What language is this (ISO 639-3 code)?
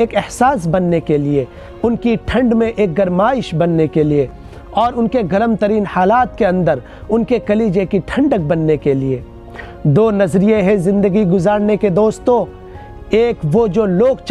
urd